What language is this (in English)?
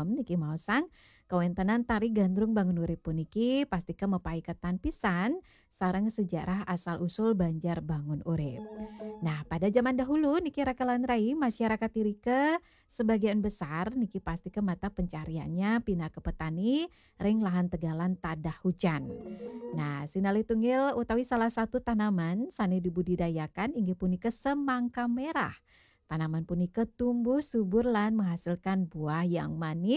Balinese